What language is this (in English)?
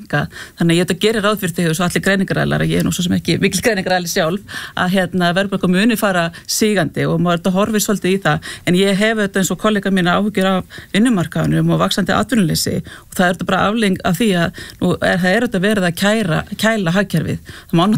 Icelandic